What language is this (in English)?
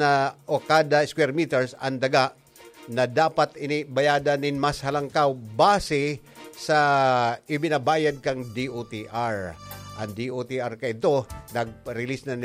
Bikol